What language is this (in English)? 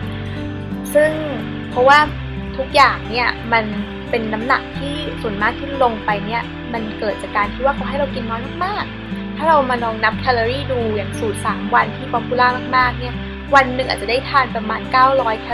Thai